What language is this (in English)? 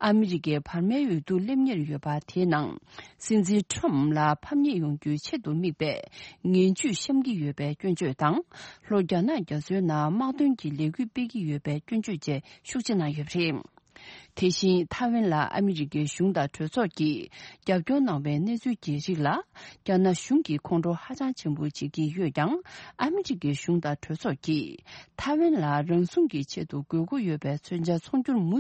Tibetan